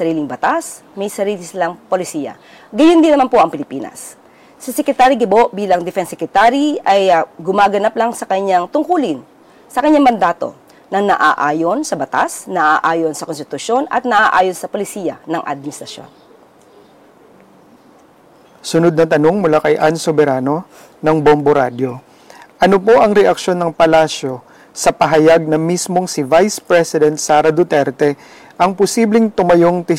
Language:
Filipino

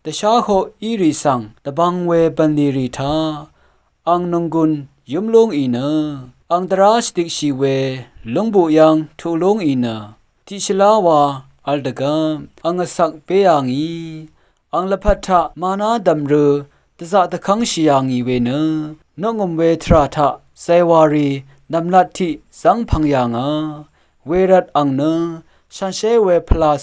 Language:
Rawang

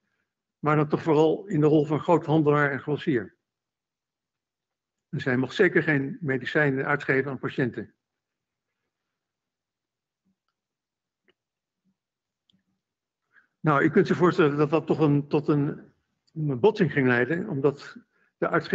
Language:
Dutch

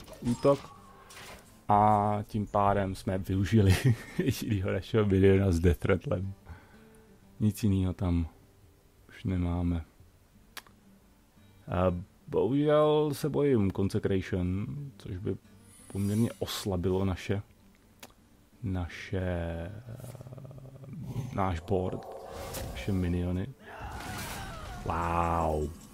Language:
Czech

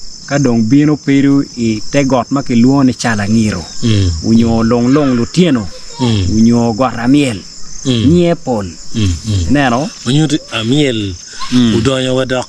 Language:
Acoli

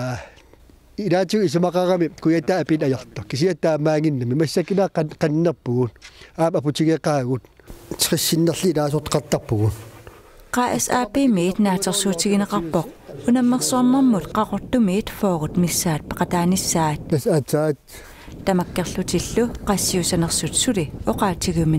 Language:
Kalaallisut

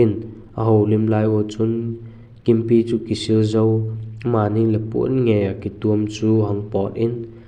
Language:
Vaiphei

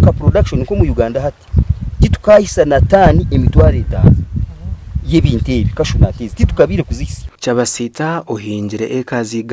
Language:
Nyankole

